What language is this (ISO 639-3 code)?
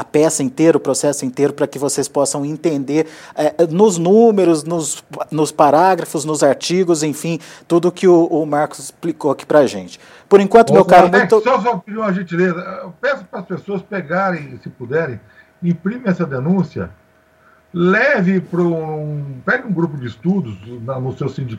por